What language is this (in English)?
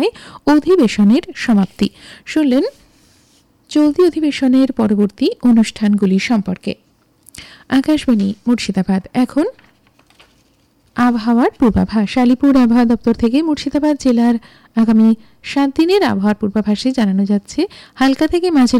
Bangla